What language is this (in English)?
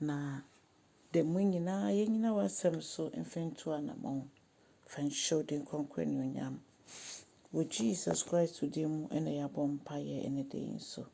Akan